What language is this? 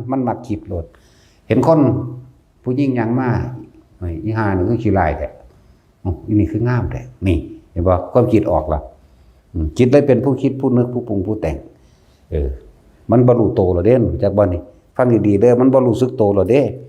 Northeastern Thai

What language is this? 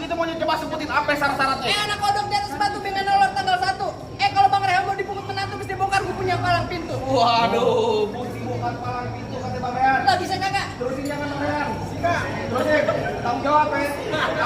Betawi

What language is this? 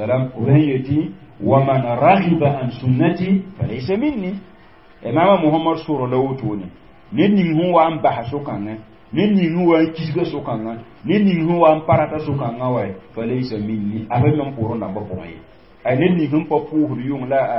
Mossi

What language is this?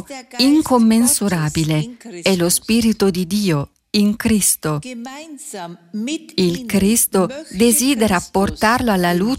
Italian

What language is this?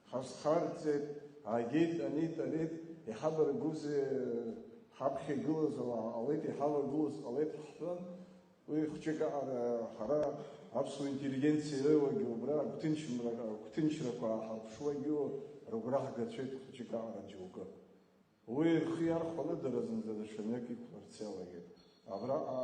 Abkhazian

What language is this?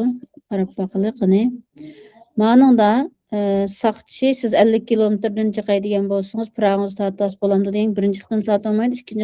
Uyghur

